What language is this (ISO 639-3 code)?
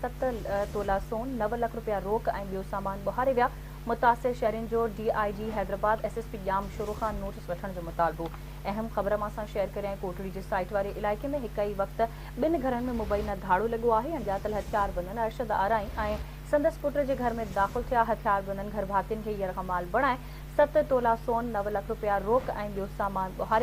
snd